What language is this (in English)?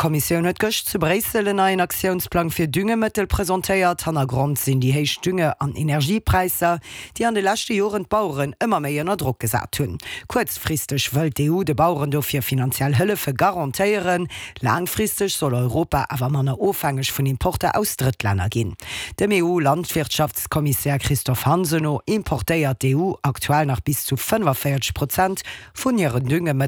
Luxembourgish